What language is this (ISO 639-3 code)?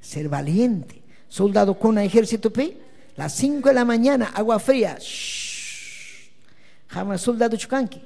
quy